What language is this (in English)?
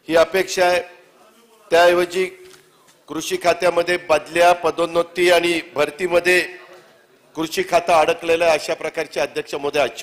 Marathi